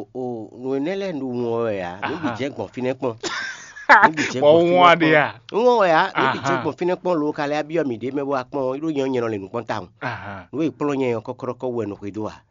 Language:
Fon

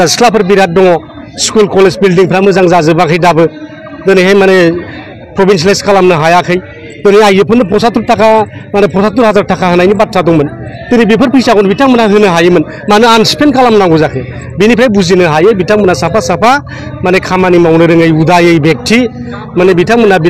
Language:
Bodo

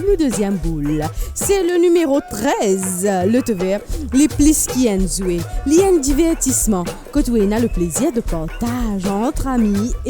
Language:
Morisyen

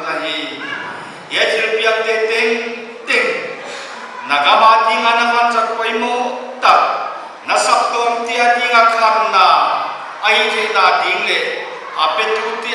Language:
Paite Chin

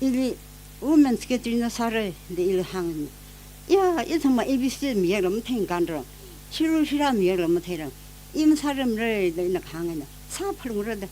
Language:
Tangkhul Naga (India)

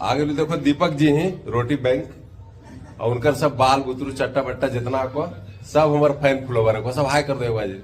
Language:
Magahi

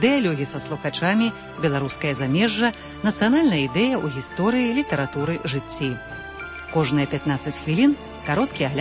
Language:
Belarusian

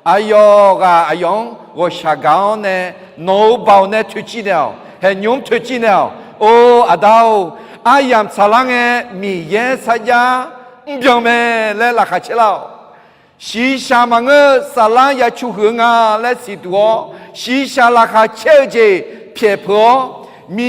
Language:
Akha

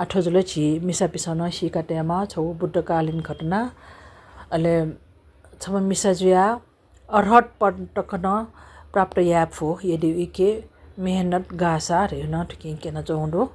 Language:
Newari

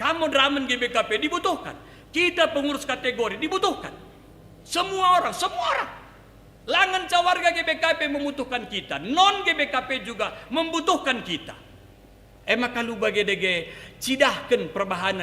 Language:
Batak Karo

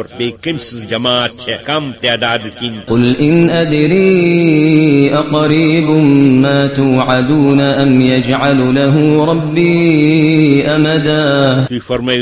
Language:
Kashmiri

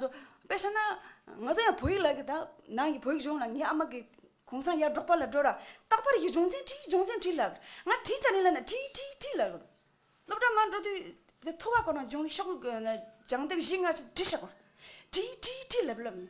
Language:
Tibetan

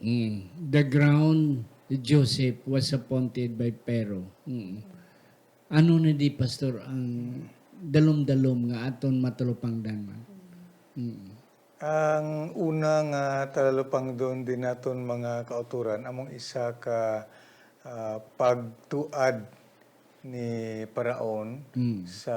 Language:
Hiligaynon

